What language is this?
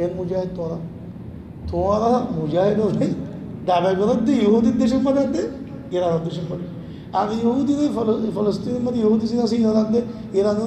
Rohingya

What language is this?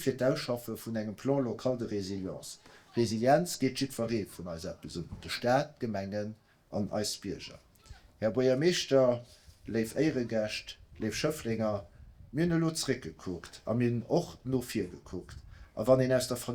Luxembourgish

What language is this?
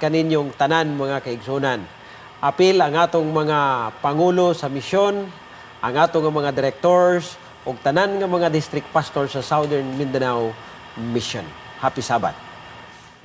Cebuano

